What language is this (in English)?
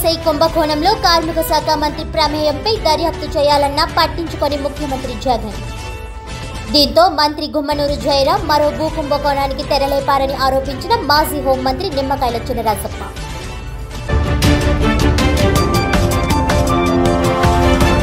Telugu